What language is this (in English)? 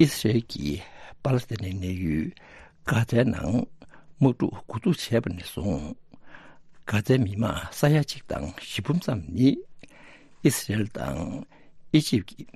Tibetan